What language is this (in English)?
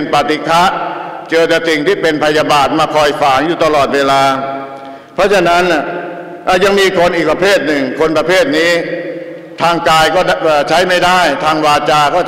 Thai